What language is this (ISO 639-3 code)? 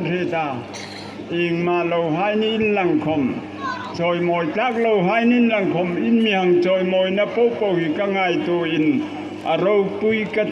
hmr